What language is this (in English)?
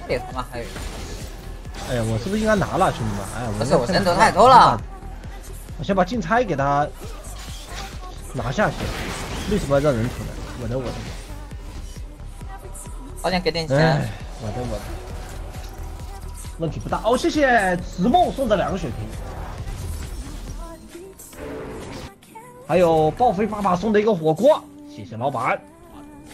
Chinese